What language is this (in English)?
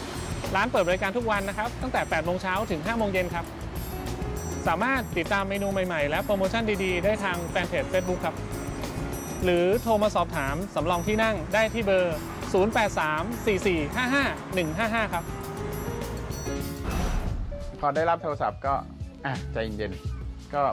Thai